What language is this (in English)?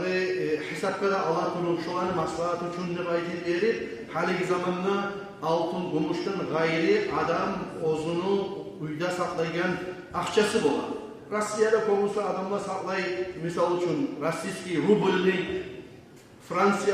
Kumyk